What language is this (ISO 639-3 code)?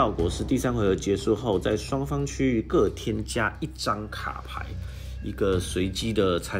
zho